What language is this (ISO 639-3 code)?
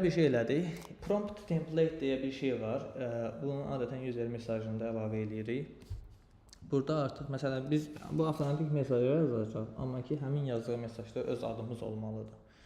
aze